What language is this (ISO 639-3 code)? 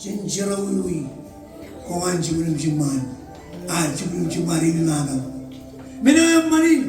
mah